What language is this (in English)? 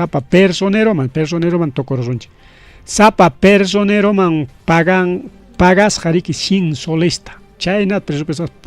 Ayacucho Quechua